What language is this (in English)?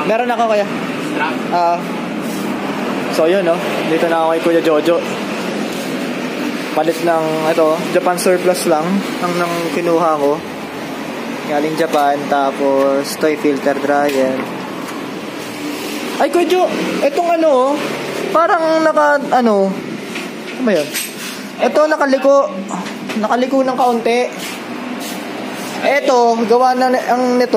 Filipino